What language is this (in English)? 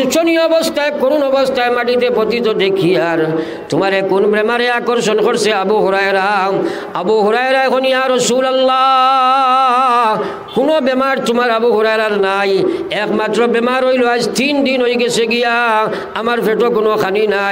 Sylheti